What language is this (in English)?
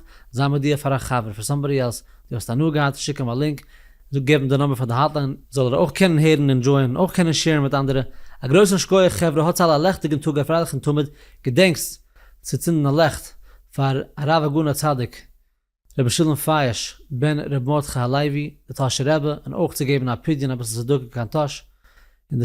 Yiddish